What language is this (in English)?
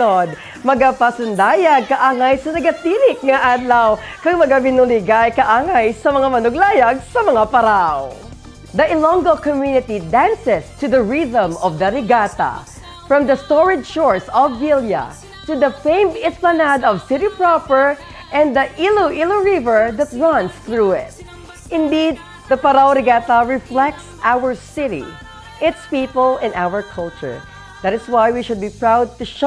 Hiligaynon